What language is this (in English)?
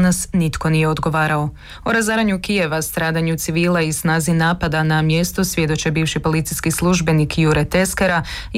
Croatian